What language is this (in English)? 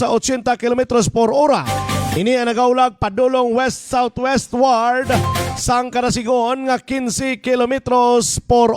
Hiligaynon